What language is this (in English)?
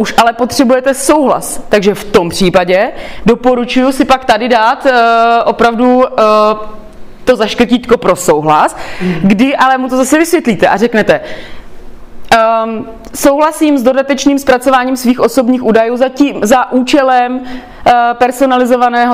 Czech